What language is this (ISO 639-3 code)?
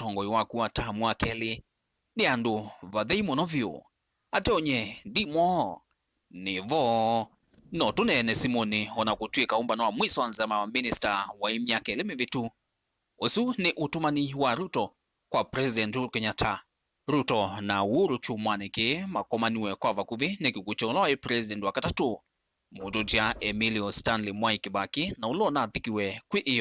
kam